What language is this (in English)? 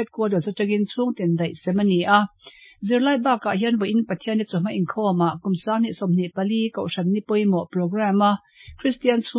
Mizo